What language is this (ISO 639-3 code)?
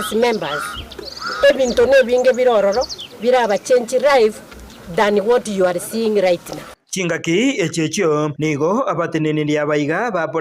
guz